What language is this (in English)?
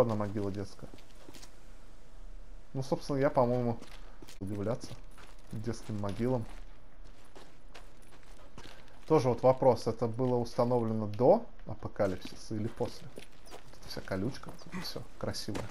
Russian